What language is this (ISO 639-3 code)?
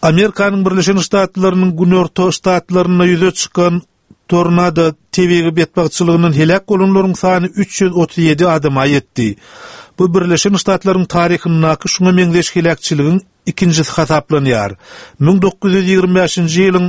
tuk